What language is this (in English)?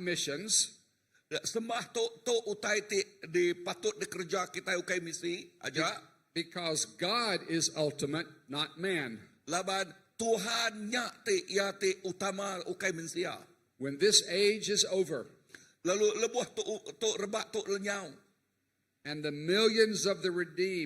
Iban